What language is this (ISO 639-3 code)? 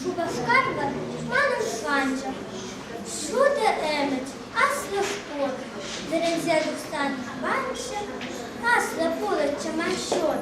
chv